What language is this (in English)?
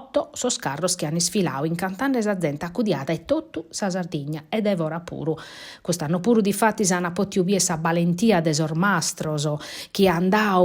Sardinian